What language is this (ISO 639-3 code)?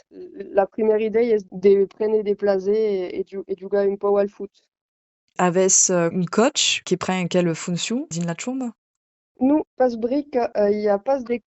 oci